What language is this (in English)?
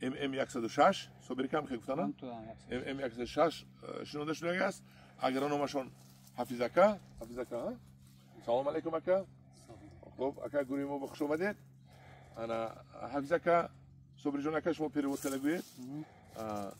Tajik